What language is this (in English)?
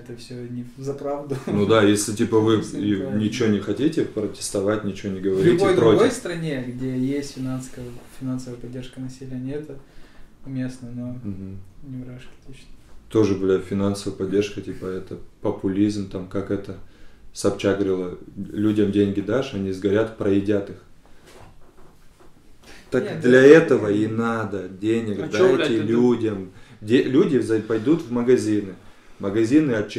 Russian